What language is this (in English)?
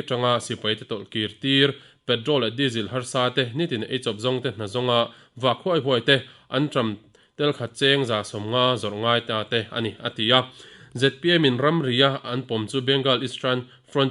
Mizo